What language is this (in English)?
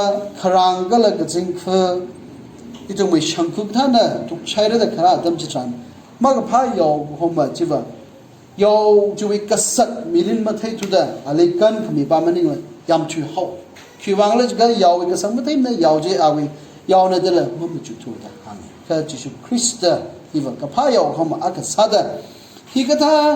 Tangkhul Naga (India)